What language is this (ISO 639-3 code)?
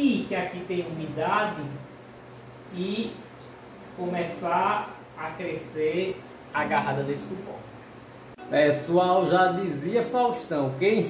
por